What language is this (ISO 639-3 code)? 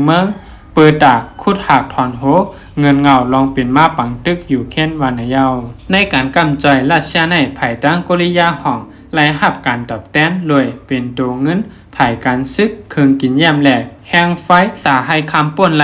shn